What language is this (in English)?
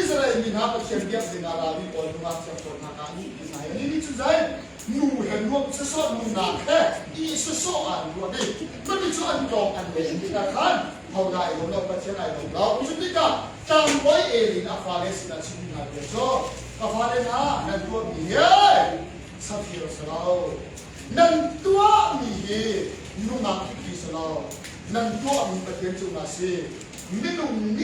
Hakha Chin